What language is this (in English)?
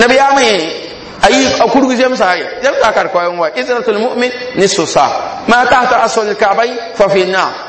Mossi